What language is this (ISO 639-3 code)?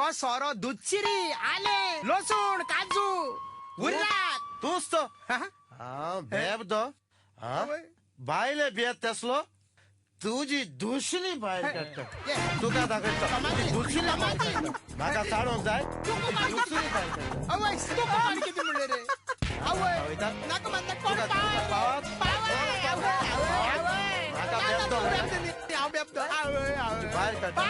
kok